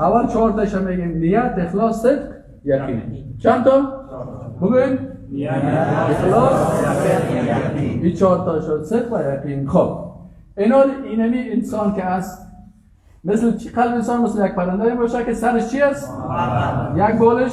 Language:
Persian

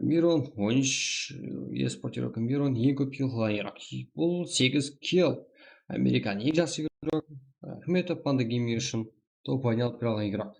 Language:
Kara-Kalpak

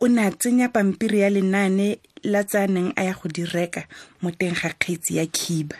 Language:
Tswana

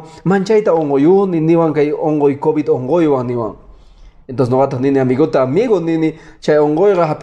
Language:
Quechua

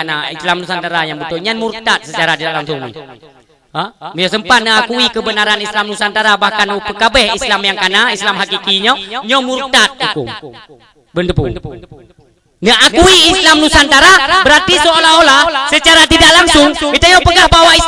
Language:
Achinese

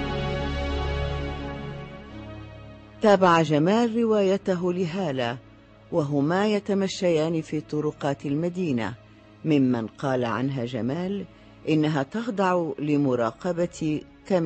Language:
Arabic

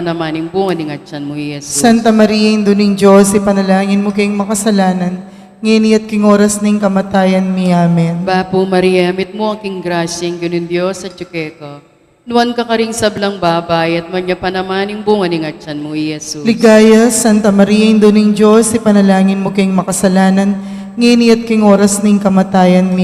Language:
Pampanga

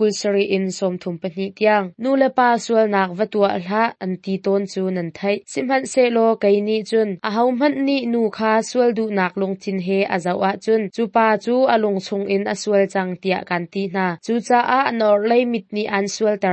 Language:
Hakha Chin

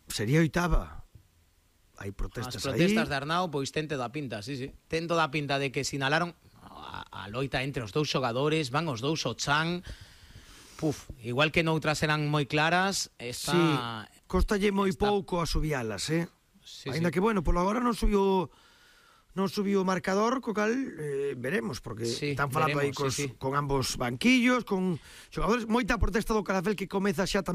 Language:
Galician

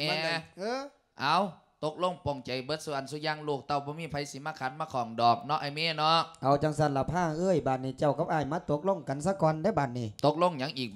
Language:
Lao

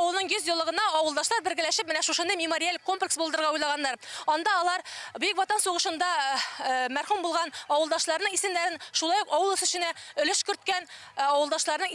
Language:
Tatar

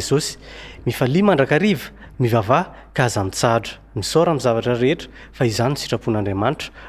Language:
Malagasy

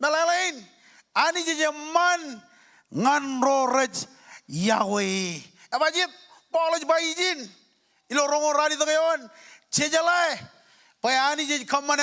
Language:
Marshallese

